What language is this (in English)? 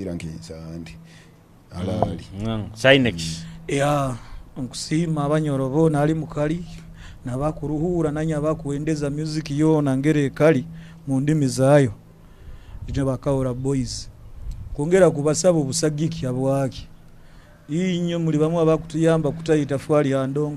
Nyoro